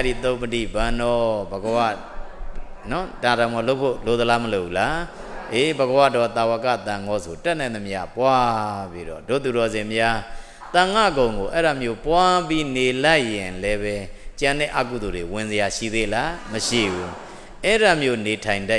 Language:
Burmese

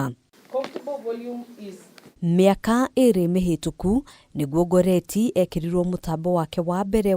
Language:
Kikuyu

